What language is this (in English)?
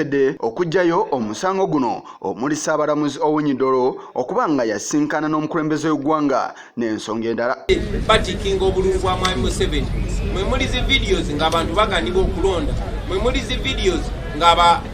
Ganda